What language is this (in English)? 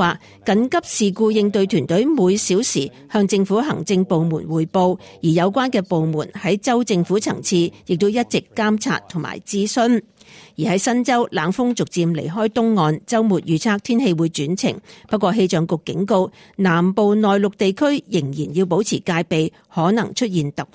Cantonese